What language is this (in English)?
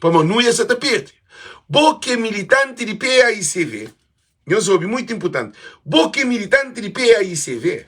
Kabuverdianu